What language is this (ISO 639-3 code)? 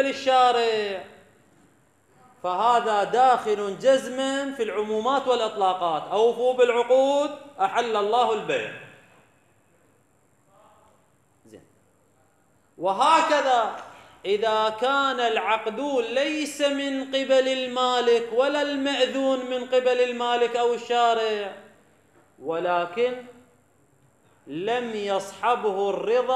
ara